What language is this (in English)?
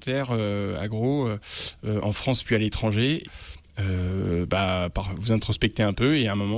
French